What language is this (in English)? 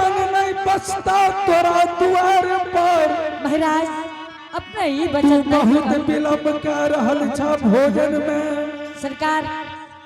Angika